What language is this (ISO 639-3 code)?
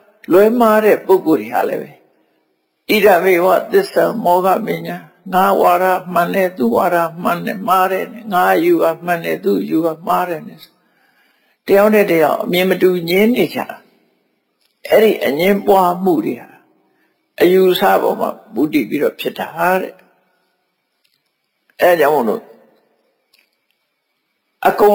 mya